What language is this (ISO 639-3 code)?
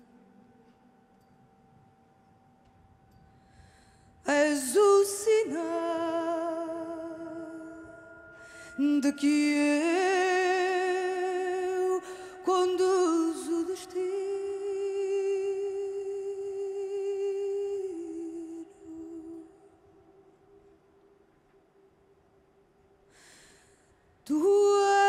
por